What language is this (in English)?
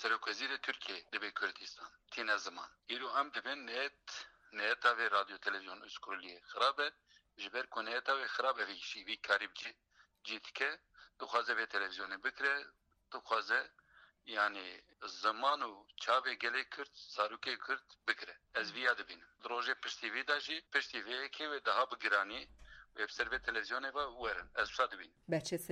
Kurdish